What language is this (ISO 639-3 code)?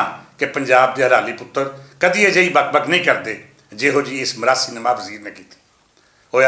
lah